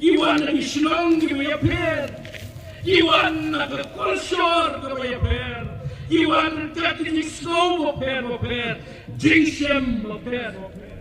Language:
Khasi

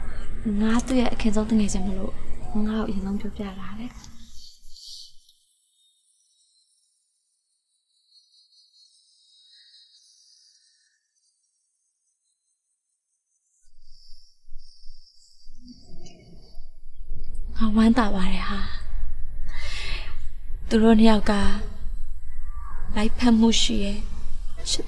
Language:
Burmese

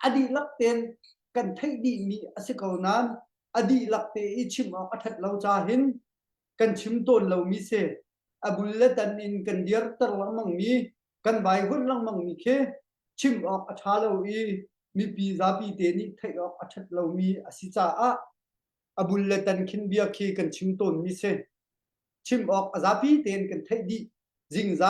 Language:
Hakha Chin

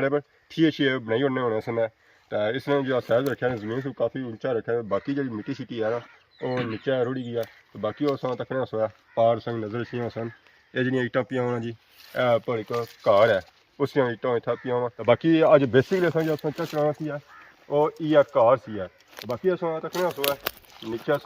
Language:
Pahari-Potwari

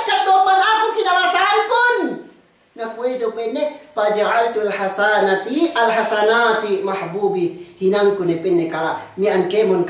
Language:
Yakan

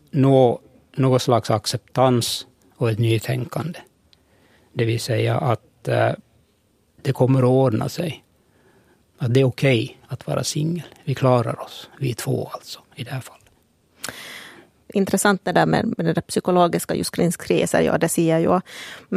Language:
Swedish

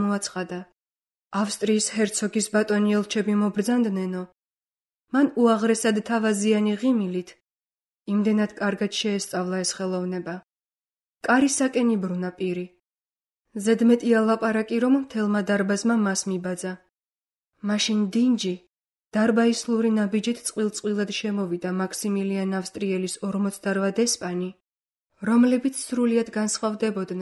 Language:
Georgian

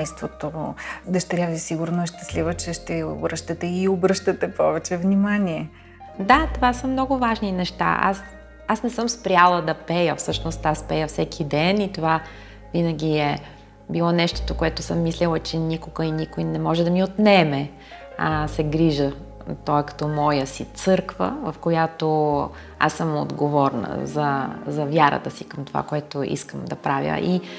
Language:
Bulgarian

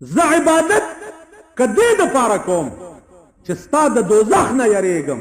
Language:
Pashto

